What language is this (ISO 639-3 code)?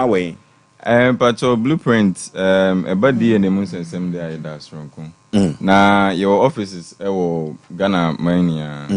aka